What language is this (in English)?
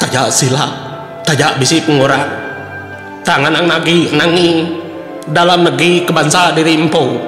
Iban